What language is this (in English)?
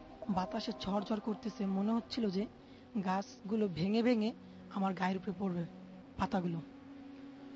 Bangla